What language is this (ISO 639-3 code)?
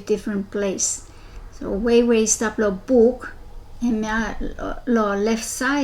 bis